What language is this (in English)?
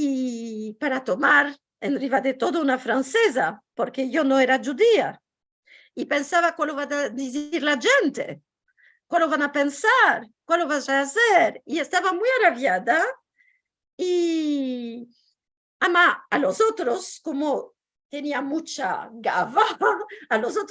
Ladino